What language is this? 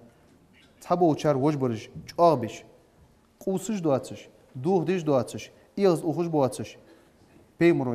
Ingush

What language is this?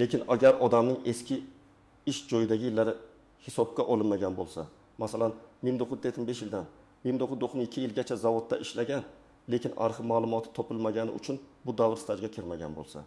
Uzbek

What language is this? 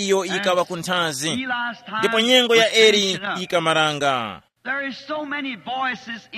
Tumbuka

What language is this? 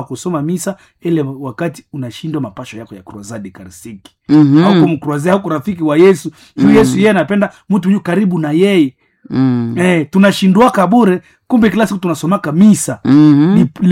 Swahili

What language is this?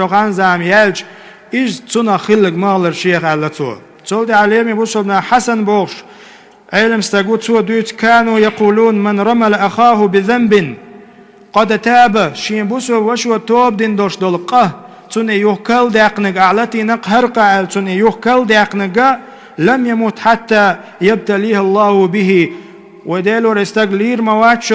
Chechen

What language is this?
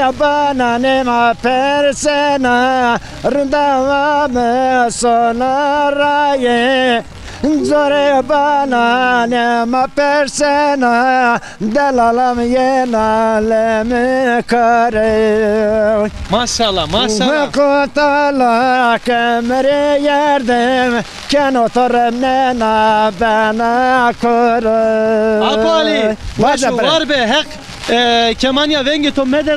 Zaza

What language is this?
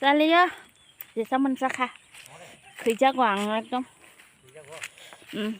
Kok Borok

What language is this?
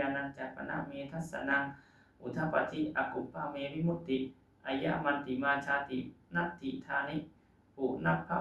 Pali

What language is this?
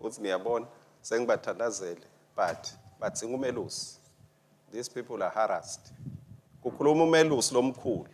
Swati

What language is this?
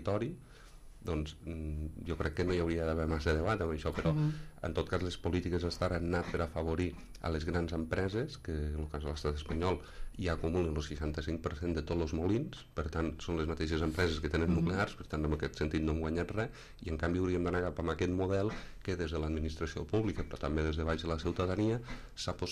Catalan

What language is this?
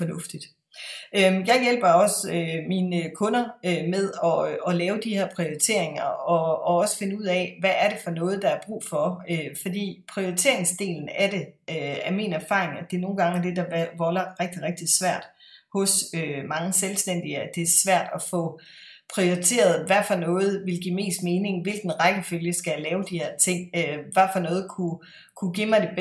Danish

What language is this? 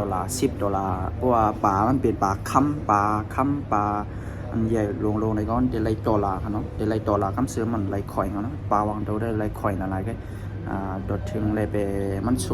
Shan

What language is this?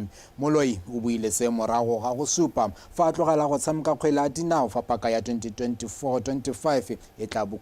Tswana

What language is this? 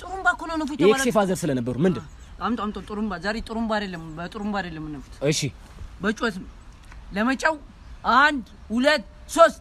Amharic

